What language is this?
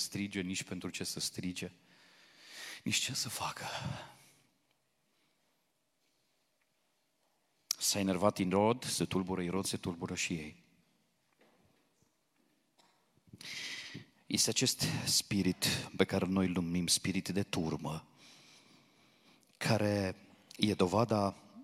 Romanian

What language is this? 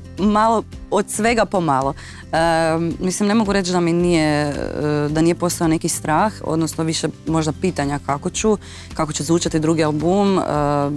Croatian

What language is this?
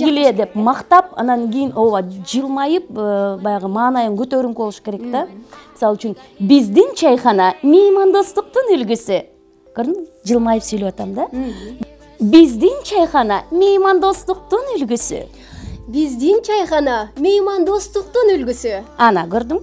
Kyrgyz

